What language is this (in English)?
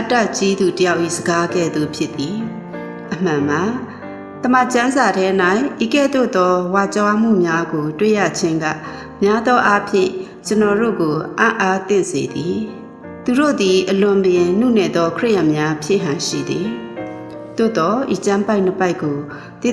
Burmese